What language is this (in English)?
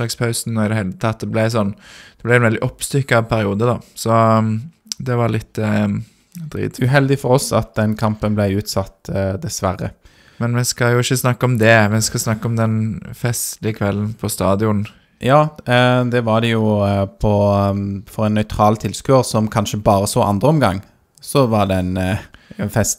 Norwegian